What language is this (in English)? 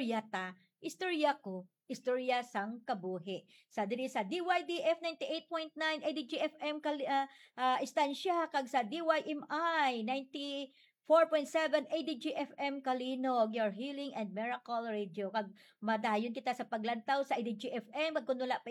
Hiligaynon